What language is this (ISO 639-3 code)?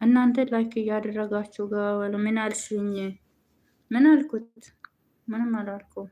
amh